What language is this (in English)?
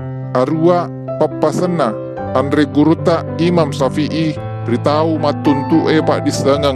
Buginese